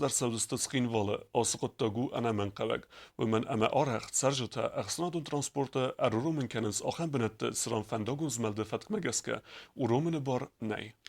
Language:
Ossetic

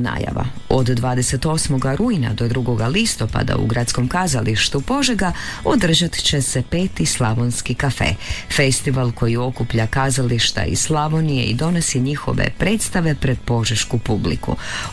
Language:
Croatian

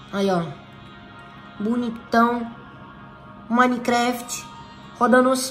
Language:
Portuguese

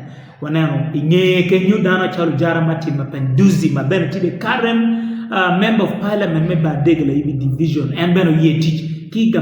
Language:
Acoli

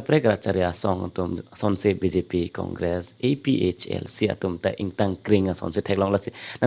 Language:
Karbi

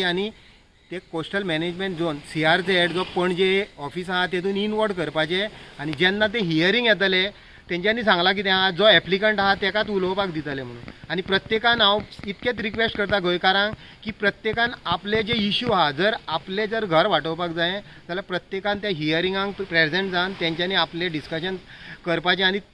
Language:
Konkani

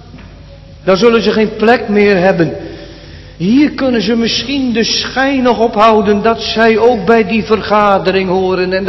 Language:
Dutch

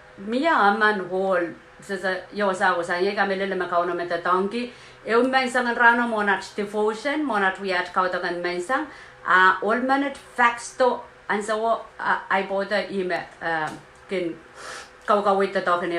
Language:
Pohnpeian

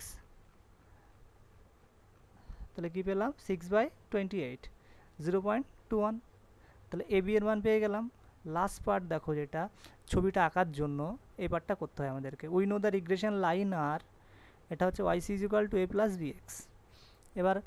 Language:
Bangla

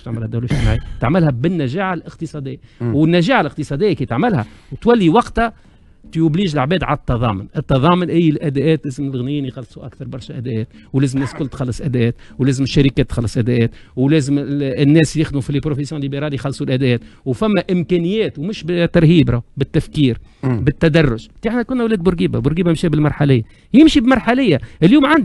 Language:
Tunisian Arabic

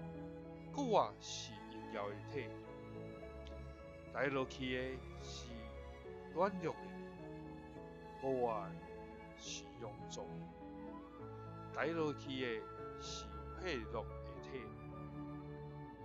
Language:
Min Nan Chinese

